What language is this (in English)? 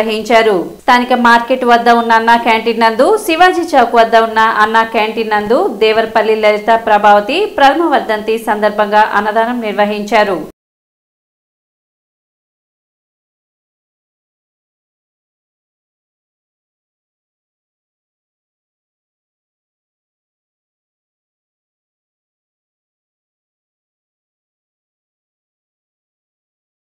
Telugu